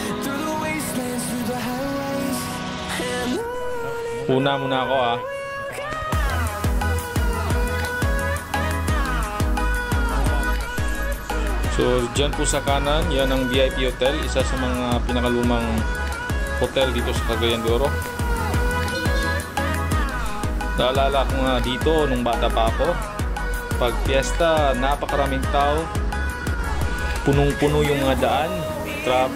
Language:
Filipino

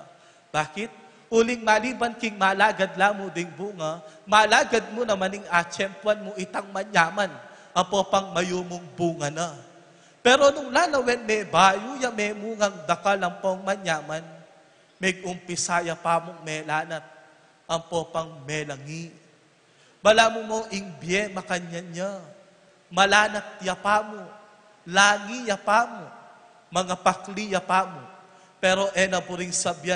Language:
Pampanga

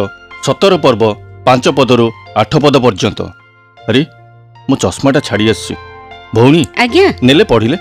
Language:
Odia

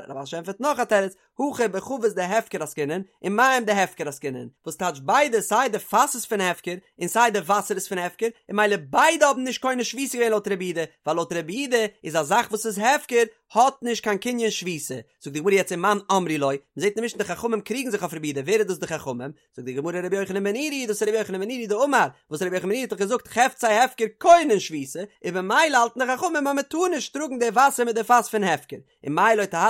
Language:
Yiddish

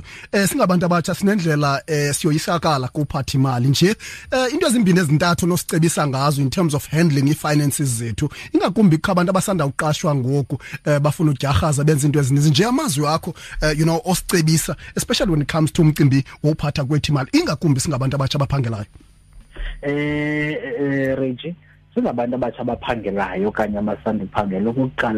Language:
Xhosa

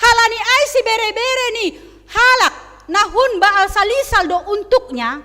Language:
Batak Simalungun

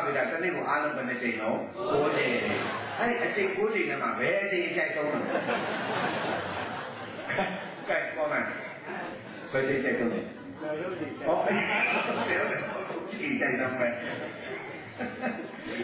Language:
Burmese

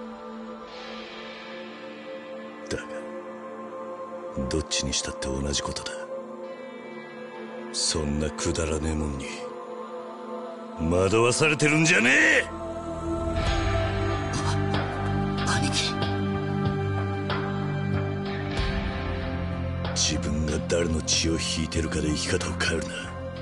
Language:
Japanese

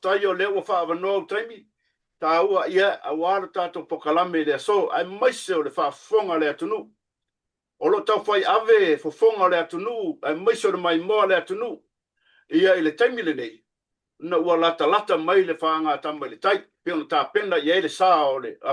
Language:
Samoan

